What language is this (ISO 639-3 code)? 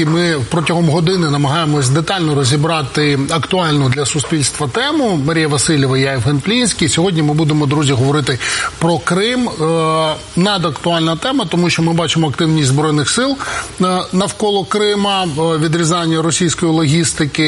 ukr